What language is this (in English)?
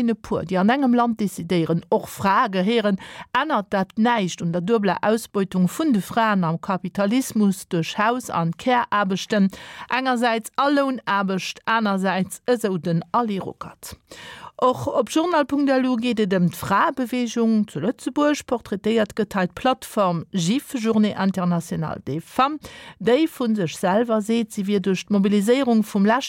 Luxembourgish